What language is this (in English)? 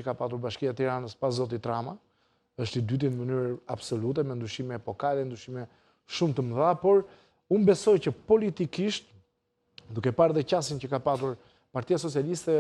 Albanian